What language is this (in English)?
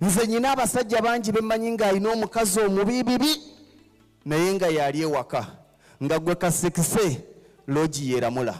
Ganda